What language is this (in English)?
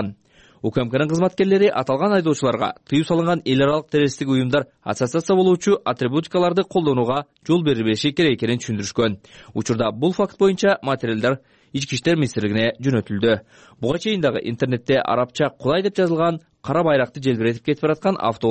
Kyrgyz